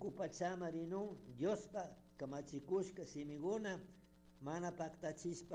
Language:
Chimborazo Highland Quichua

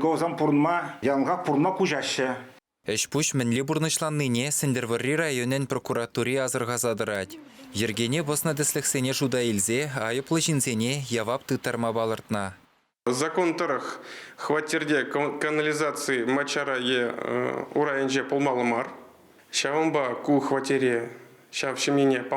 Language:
Chuvash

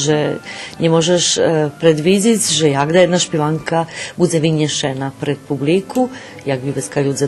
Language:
Rusyn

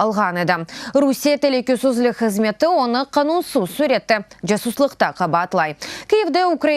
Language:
Crimean Tatar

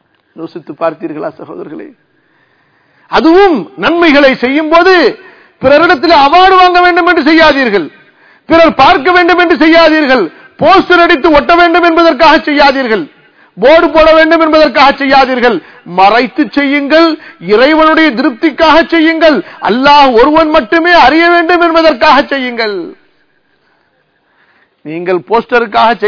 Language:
Tamil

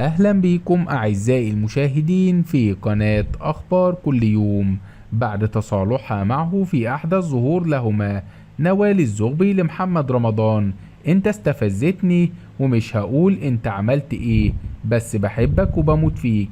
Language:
Egyptian Arabic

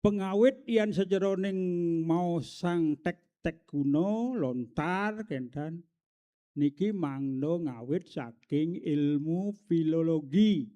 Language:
Balinese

